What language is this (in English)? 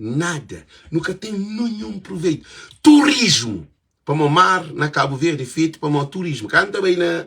Kabuverdianu